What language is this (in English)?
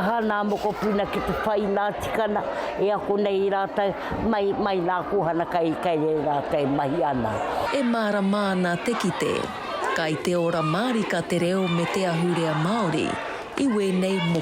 Māori